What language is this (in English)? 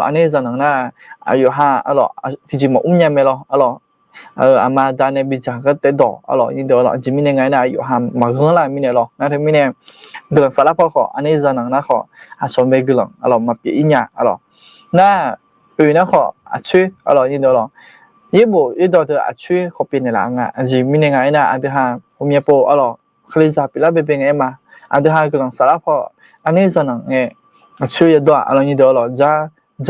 Akha